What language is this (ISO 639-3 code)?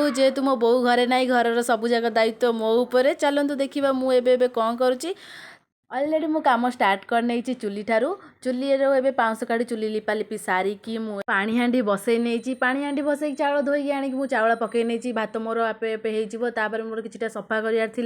ori